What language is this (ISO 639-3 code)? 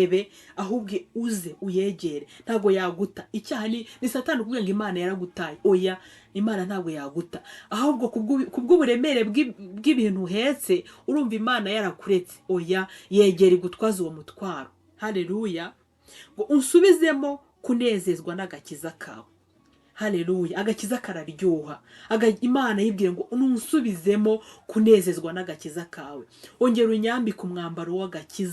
kin